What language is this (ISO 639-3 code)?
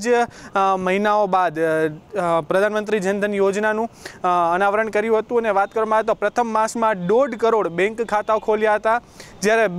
guj